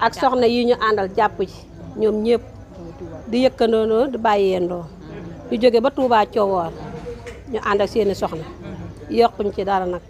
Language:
Wolof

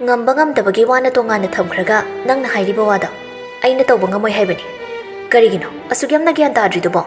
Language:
Manipuri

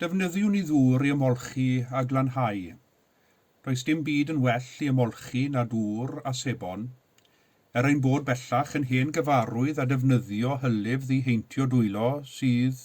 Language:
Welsh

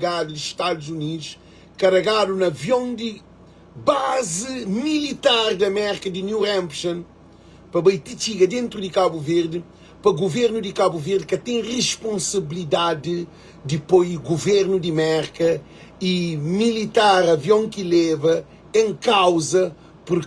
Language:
Kabuverdianu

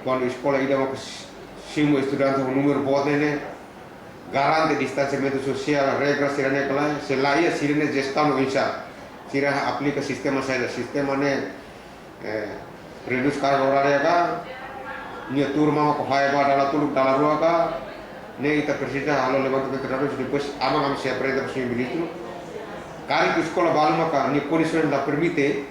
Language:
Tetum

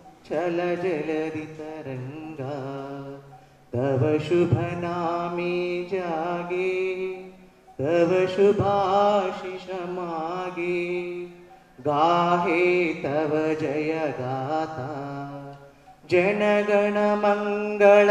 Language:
Kannada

